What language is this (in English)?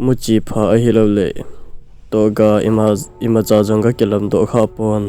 Thado Chin